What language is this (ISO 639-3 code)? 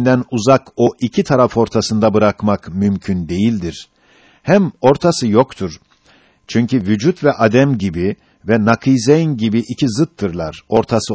tur